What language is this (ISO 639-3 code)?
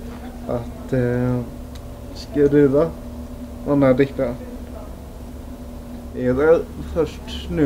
swe